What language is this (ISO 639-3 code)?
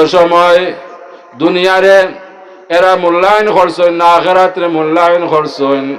syl